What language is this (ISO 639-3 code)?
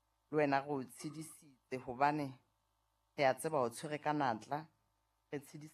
sot